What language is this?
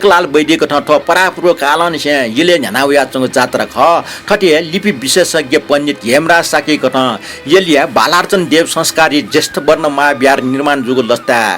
Newari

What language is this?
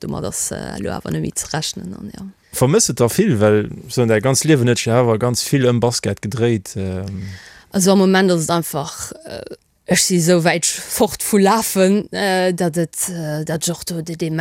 Luxembourgish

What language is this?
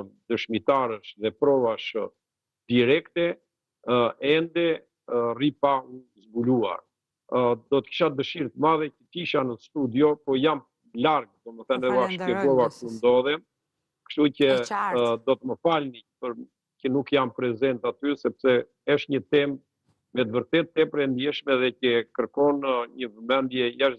Albanian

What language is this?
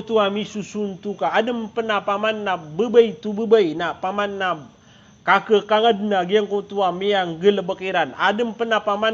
Maranao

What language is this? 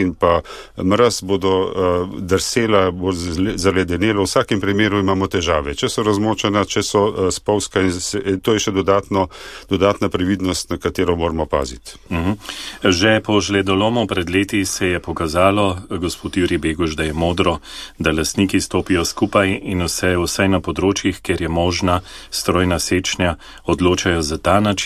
Slovenian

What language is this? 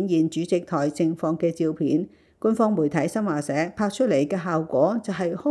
Cantonese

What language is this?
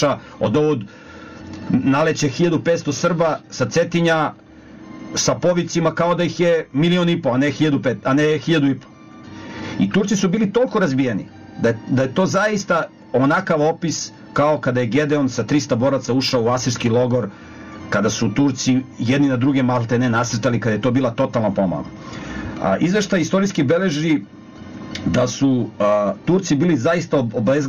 Serbian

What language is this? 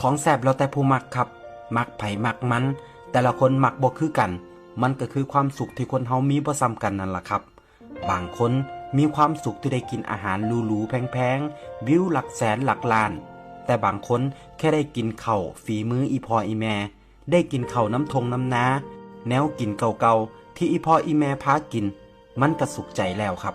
Northeastern Thai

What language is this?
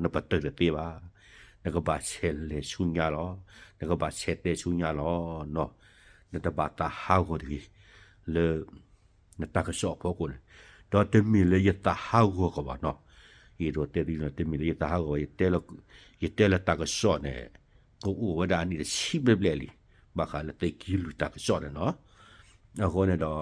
S'gaw Karen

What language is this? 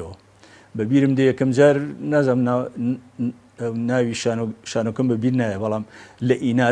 Central Kurdish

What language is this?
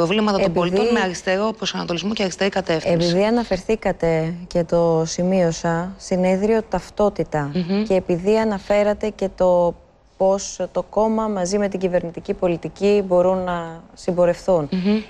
Greek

